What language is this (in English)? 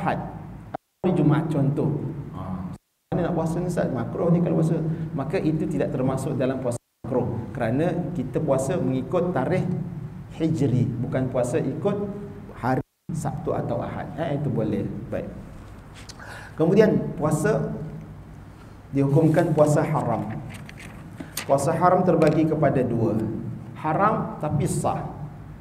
Malay